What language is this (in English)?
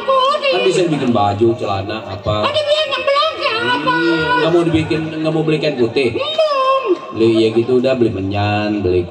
Betawi